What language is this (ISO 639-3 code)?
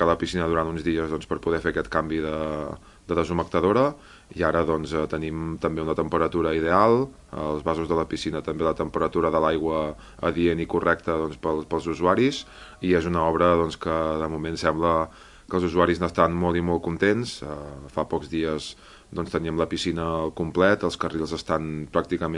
cat